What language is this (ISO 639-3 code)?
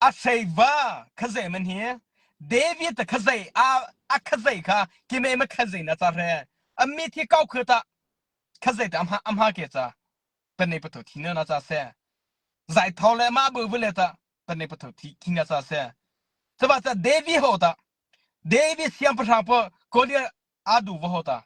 mrh